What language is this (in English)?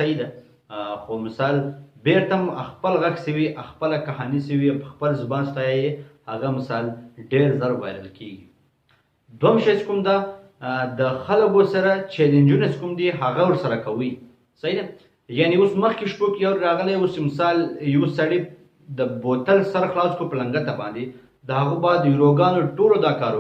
Pashto